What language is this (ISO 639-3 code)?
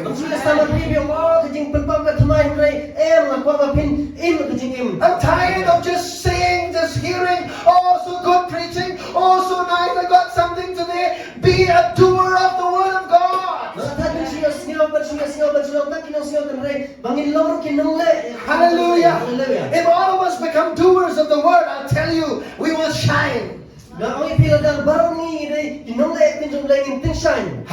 kha